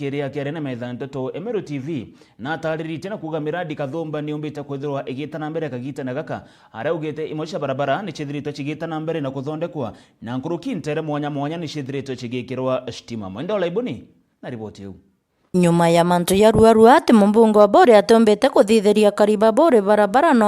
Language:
Meru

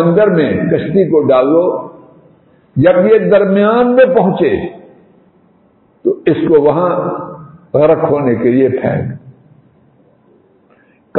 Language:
Urdu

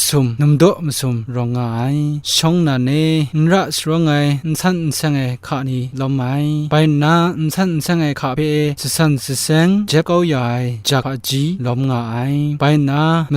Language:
Kachin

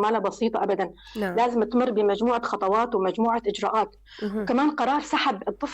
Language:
North Levantine Arabic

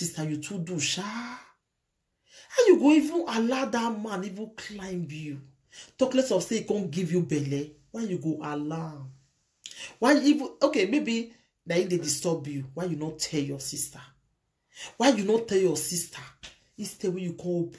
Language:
Nigerian Pidgin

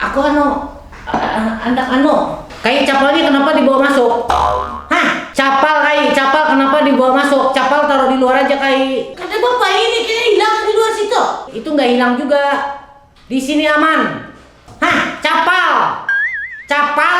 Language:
Banjar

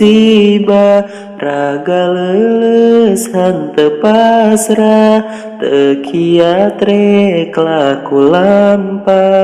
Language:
Sundanese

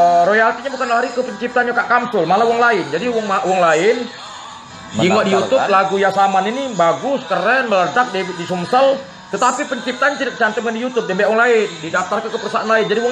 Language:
Musi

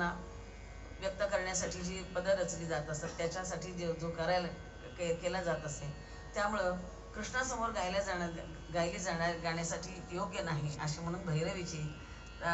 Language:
Marathi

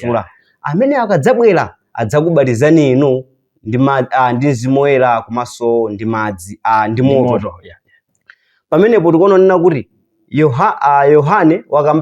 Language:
Nyanja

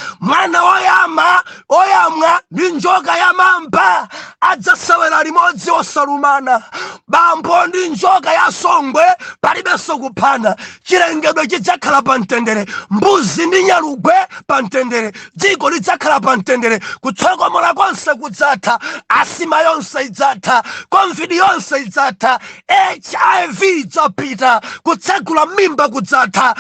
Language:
Nyanja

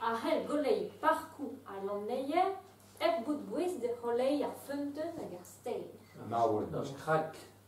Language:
Breton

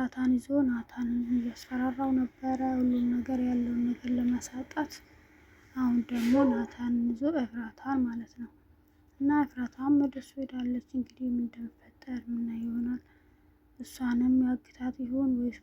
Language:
Amharic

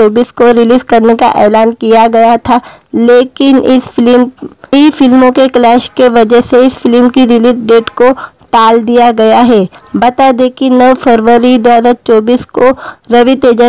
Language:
Hindi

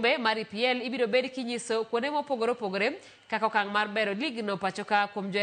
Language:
Luo (Kenya and Tanzania)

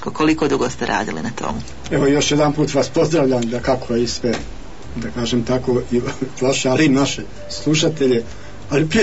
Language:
Bosnian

